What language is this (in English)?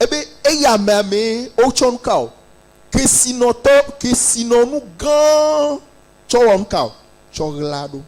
Ewe